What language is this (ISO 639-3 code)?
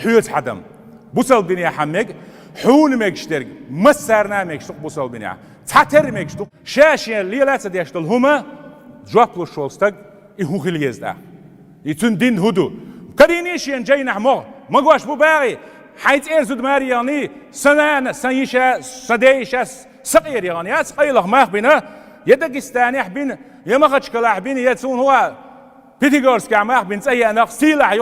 che